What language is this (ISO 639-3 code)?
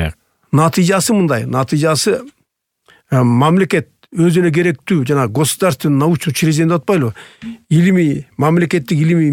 kir